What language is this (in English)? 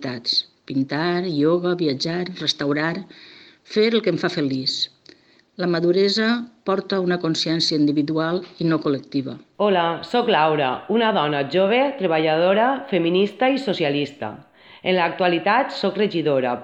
Catalan